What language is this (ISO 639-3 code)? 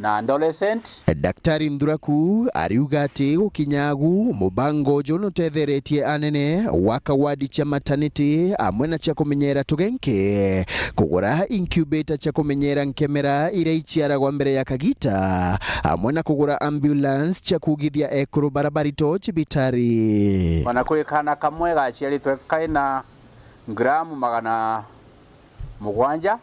mer